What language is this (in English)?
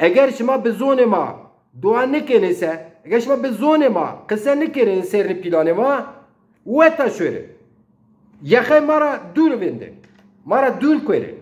Zaza